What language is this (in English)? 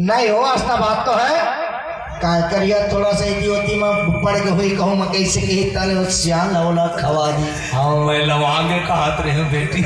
Chhattisgarhi